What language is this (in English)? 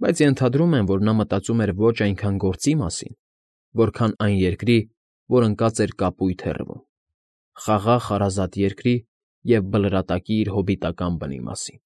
Armenian